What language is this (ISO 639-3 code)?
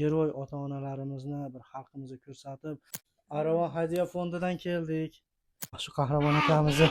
uzb